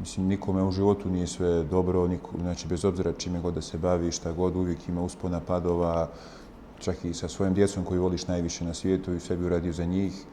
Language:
Bosnian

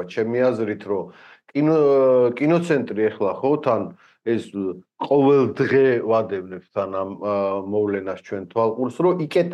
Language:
Georgian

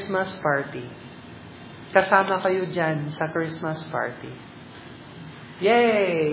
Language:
Filipino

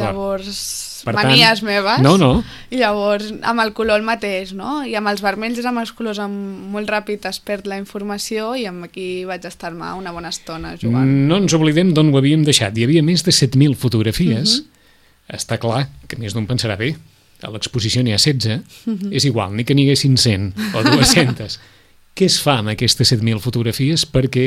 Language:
Catalan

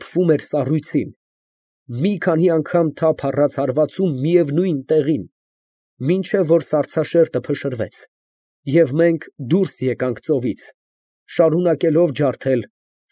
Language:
Armenian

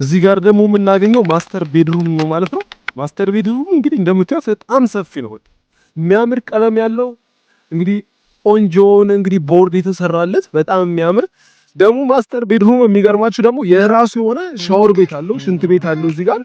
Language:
Amharic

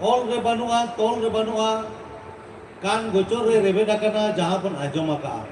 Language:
Santali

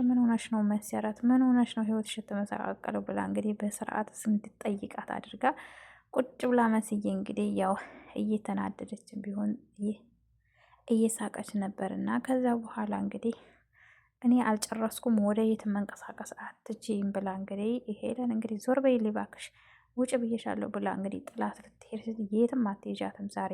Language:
Amharic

